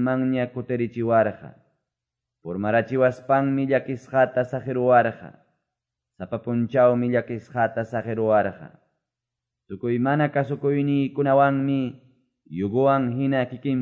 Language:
Quechua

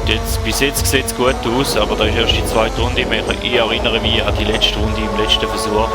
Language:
Swiss German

